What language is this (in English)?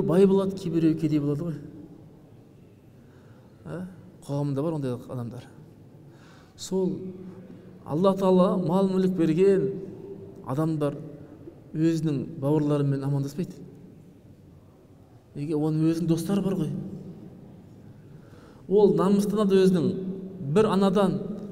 Kazakh